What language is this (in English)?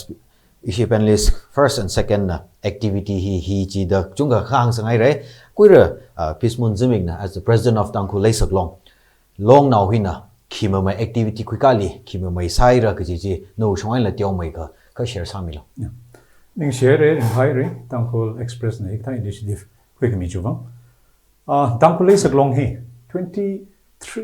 Tangkhul Naga (India)